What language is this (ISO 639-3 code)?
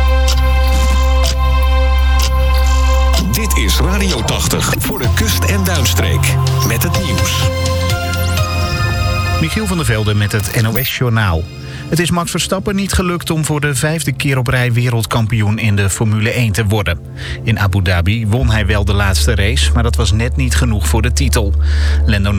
nld